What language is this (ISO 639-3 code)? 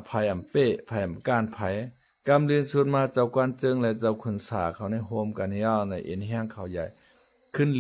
shn